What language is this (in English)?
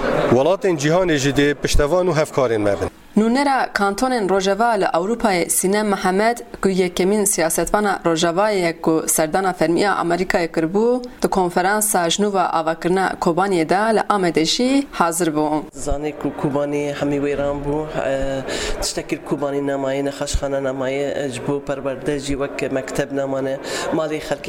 Kurdish